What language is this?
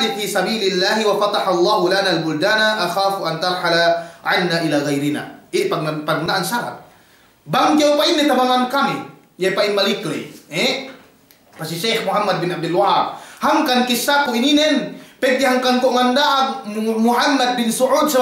Yakan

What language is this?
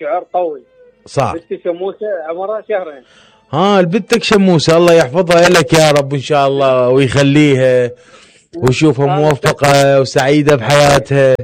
Mesopotamian Arabic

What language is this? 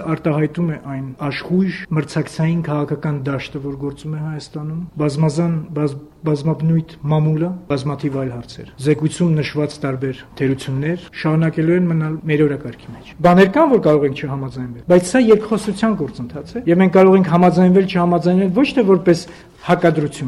Armenian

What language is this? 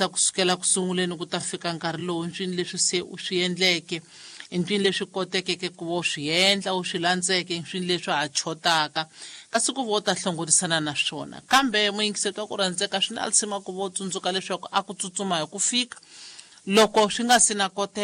Tsonga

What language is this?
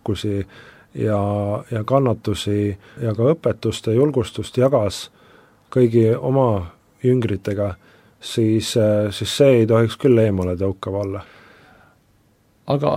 Estonian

